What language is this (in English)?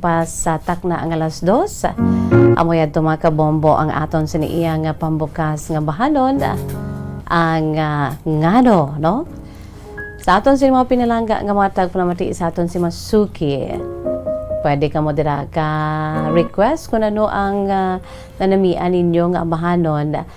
Hiligaynon